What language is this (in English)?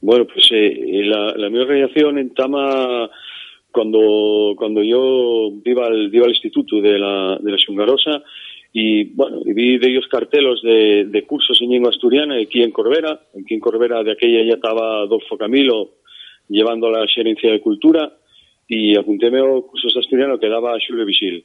Asturian